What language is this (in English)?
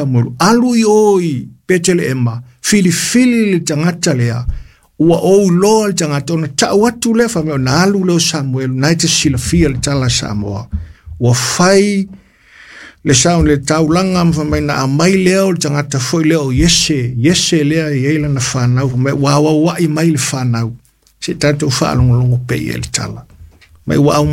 Samoan